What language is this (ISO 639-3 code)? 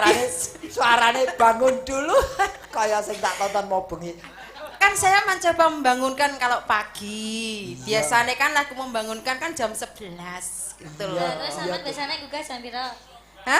jav